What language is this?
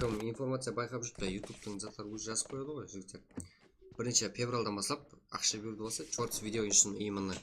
Kara-Kalpak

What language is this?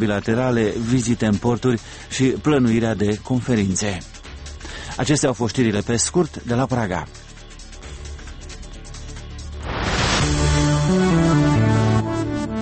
Romanian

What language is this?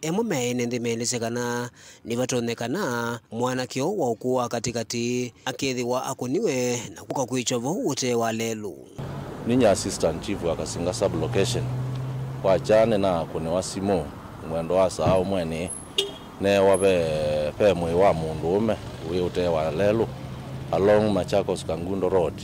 Kamba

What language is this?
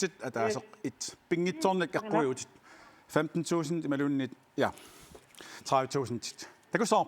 Kalaallisut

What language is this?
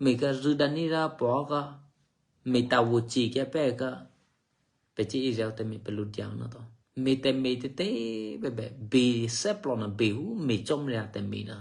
Eastern Kayah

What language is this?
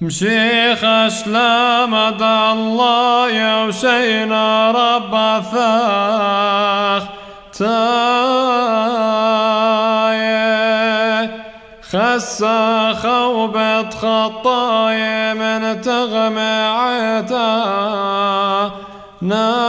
Classical Syriac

